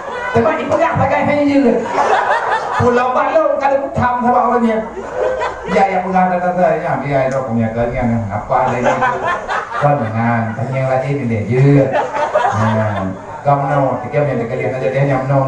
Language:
Achinese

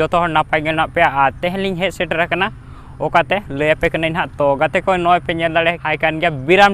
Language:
Santali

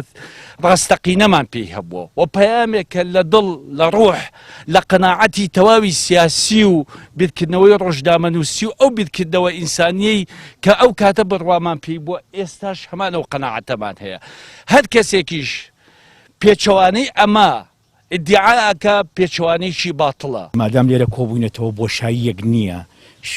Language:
Central Kurdish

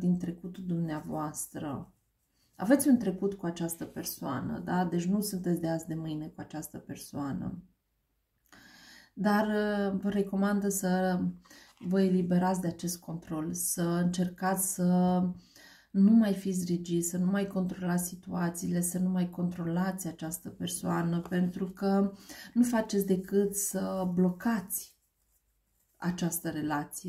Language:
Romanian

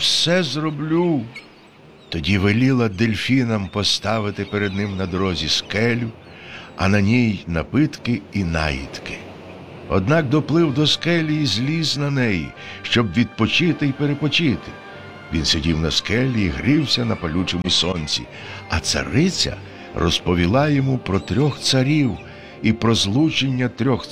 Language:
Ukrainian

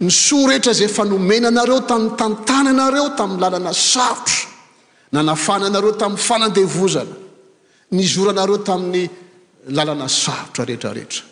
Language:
Malagasy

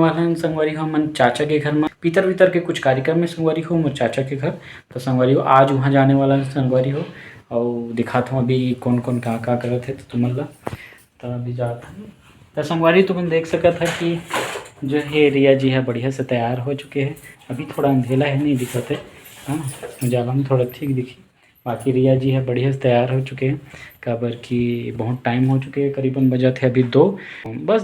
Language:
Chhattisgarhi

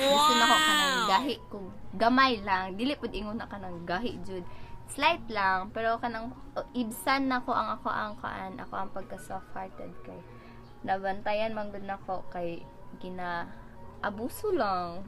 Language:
Cebuano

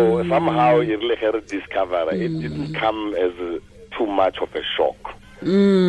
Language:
Tswana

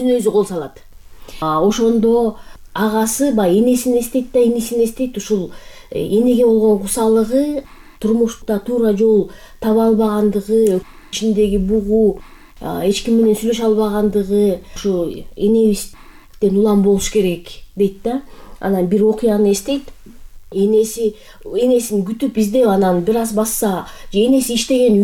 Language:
Kyrgyz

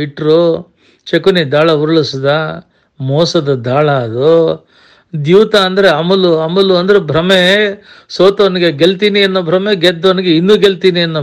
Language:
Kannada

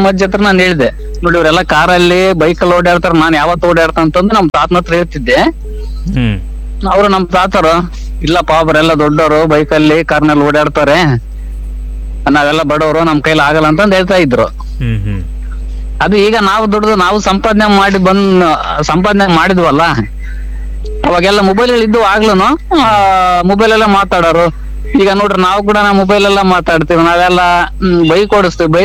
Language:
Kannada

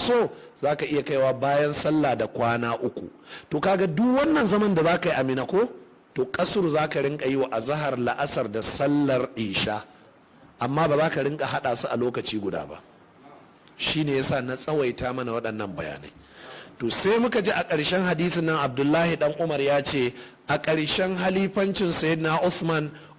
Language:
Hausa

